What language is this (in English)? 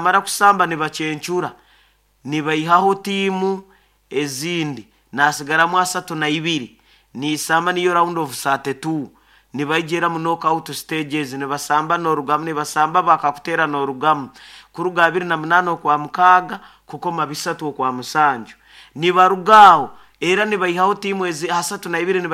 Nyoro